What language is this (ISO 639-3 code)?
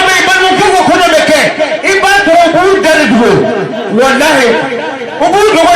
bam